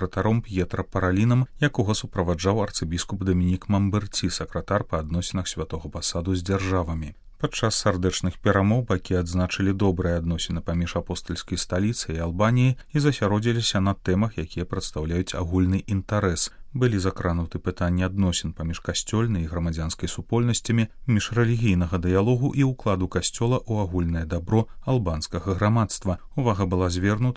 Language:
Belarusian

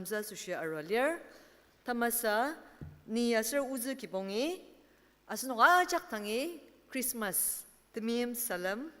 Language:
Ao Naga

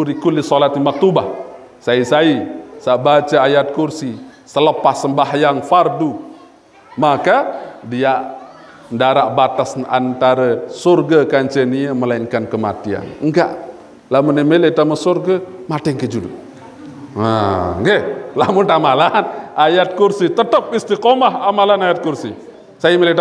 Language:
Sasak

